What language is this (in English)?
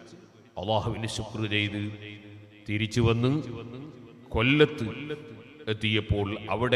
Malayalam